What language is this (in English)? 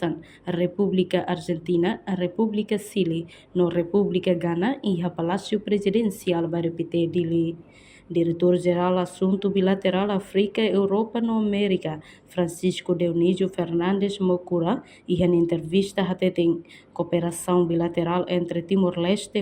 Tetum